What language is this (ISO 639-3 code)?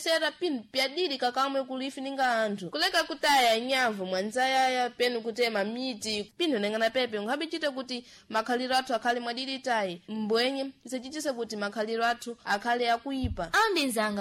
seh